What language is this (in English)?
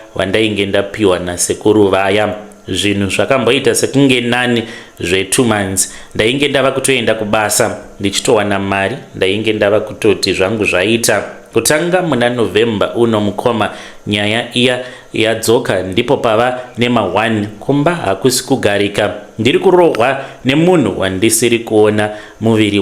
Shona